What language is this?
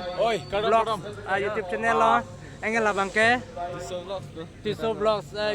Karbi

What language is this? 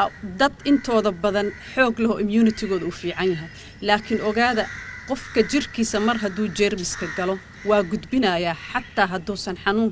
Somali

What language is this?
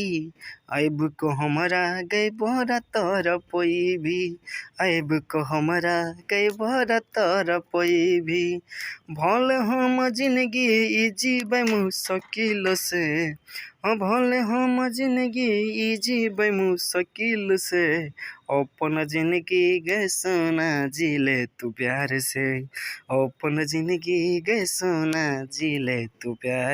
Maithili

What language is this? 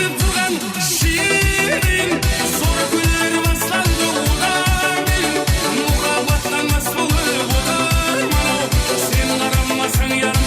Kara-Kalpak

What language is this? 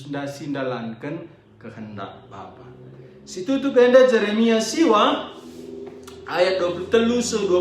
Batak Karo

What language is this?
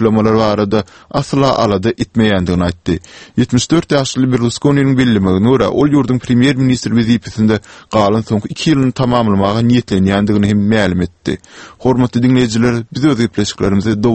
Turkmen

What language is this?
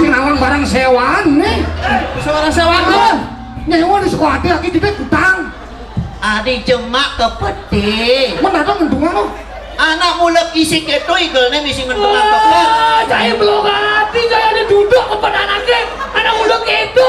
Balinese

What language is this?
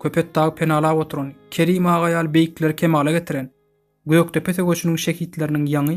Turkmen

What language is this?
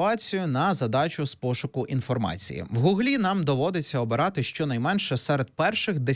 Ukrainian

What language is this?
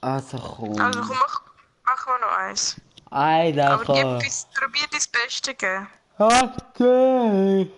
Swiss German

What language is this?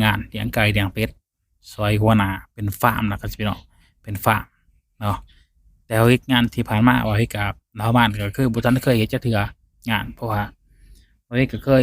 Lao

